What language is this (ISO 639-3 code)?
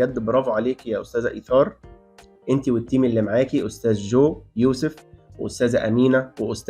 arz